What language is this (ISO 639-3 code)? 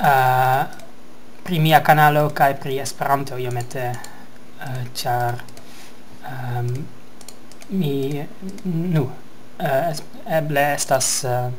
epo